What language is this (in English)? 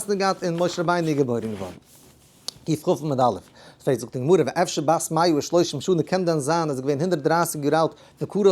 Yiddish